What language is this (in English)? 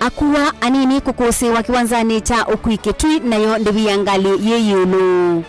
Kamba